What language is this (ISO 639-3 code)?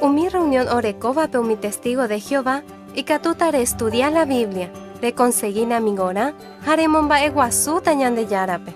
grn